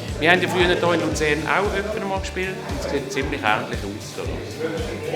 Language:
Swiss German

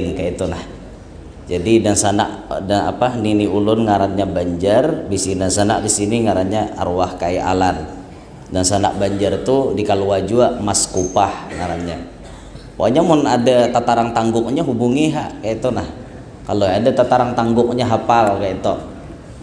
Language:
Banjar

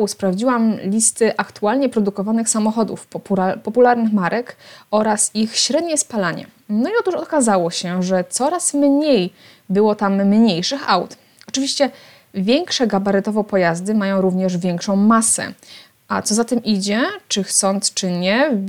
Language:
Polish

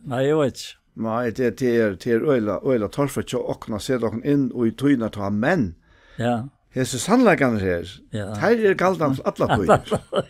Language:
Faroese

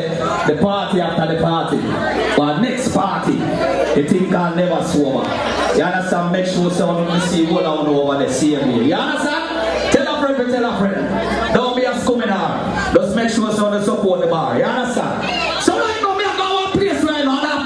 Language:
Jamaican Creole English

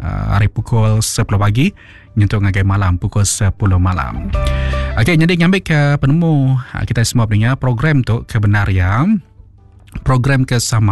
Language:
Iban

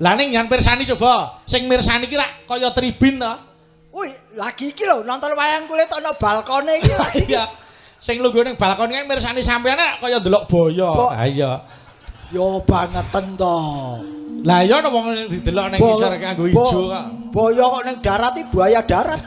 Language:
Javanese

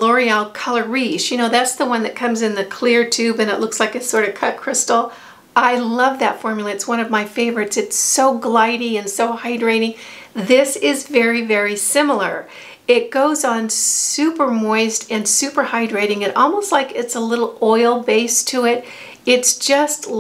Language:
English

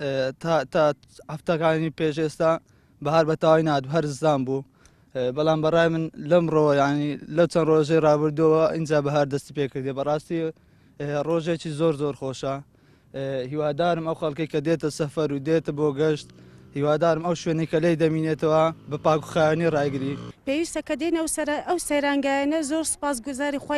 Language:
Central Kurdish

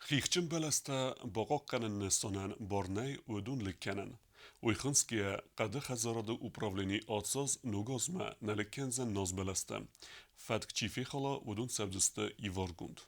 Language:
Ossetic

